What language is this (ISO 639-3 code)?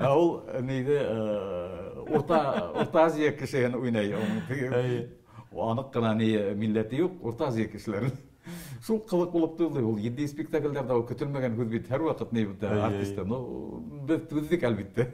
bak